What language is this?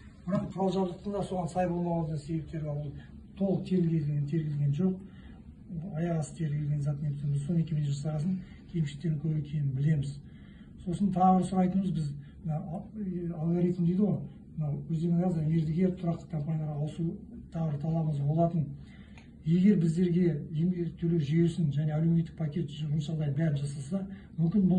Kazakh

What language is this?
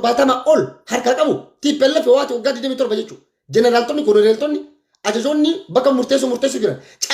Oromo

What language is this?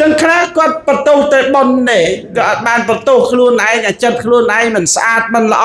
Khmer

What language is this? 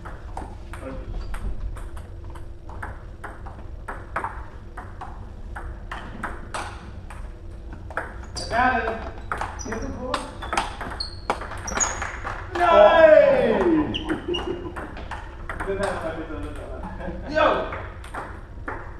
Danish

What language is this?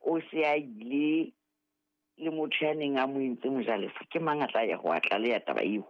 Southern Sotho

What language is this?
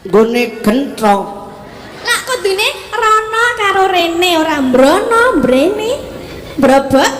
Javanese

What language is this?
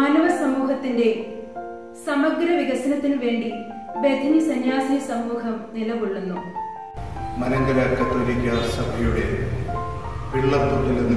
Malayalam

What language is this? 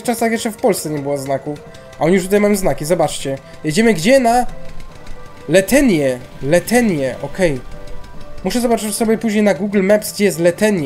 Polish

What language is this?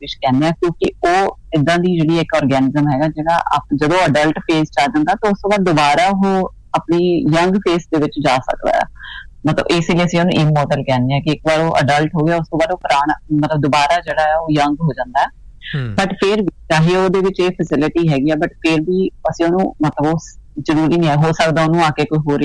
Punjabi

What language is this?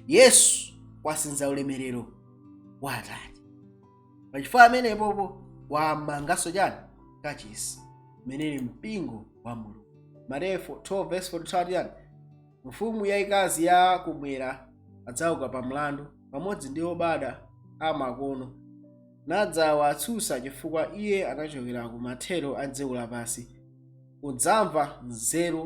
Nyanja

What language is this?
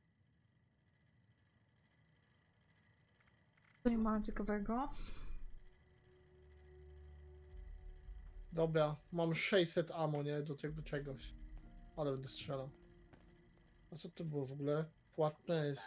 Polish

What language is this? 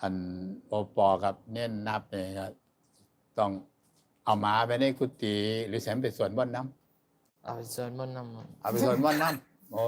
Northeastern Thai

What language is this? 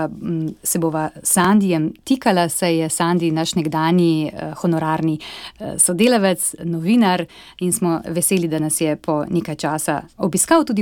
Slovenian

